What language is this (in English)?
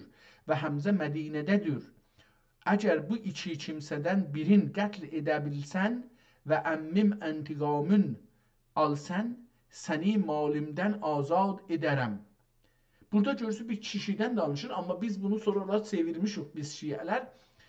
South Azerbaijani